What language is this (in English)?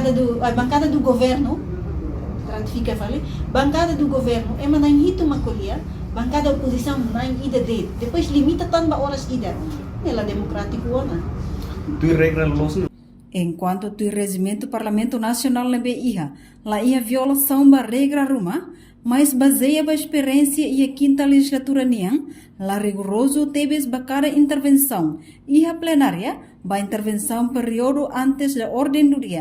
Tetum